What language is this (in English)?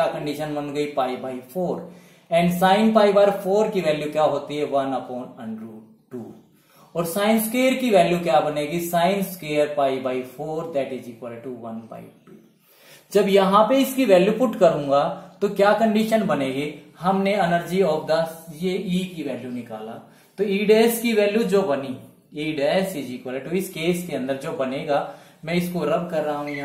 Hindi